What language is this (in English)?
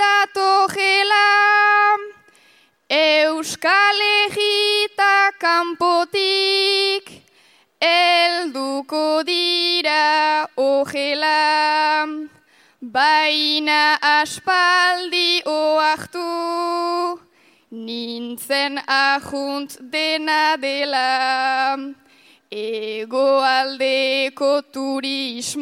Basque